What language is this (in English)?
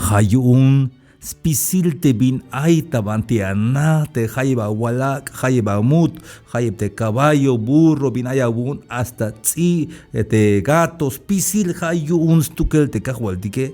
Tzeltal